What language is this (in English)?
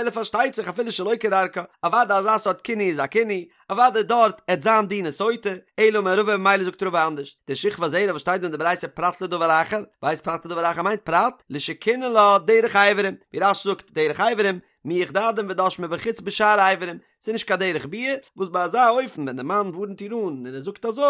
Yiddish